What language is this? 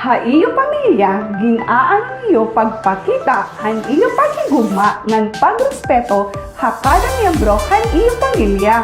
Waray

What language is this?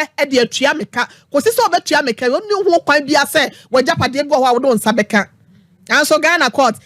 Akan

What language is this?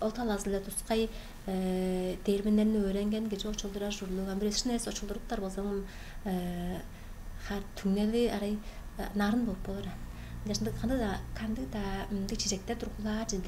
Tuvinian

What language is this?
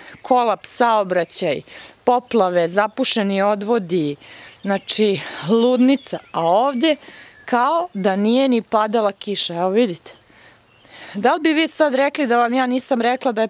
Serbian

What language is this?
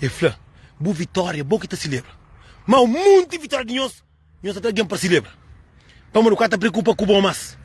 Kabuverdianu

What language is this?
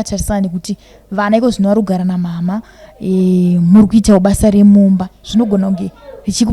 Shona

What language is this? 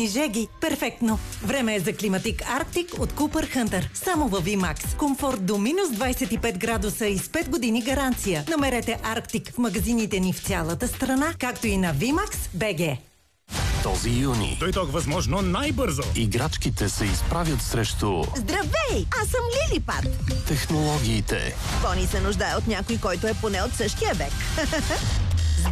Bulgarian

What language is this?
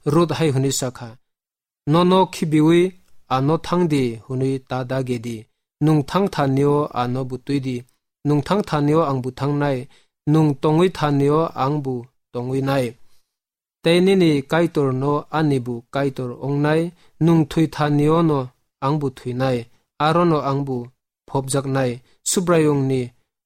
Kok Borok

